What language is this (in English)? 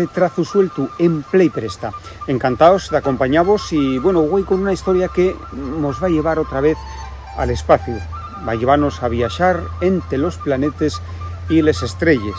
Asturian